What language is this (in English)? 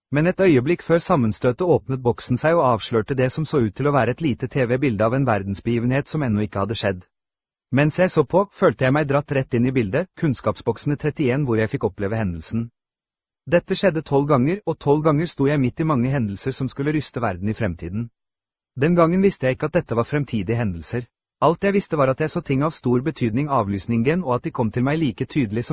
Norwegian